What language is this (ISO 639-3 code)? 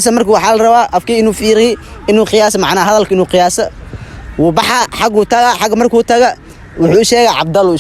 som